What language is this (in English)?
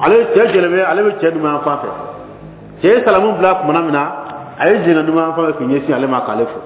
Bambara